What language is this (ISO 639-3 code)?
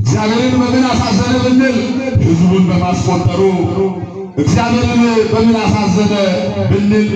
amh